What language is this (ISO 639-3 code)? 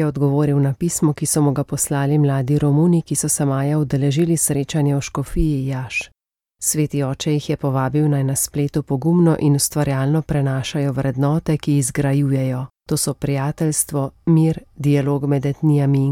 slv